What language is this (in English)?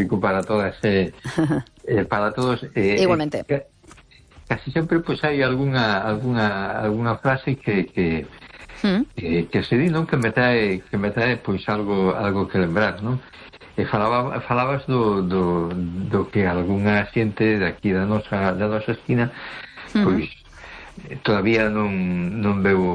Galician